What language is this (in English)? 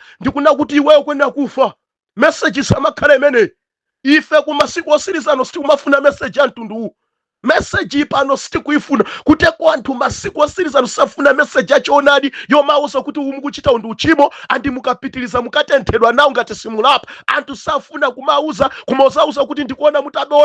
Nyanja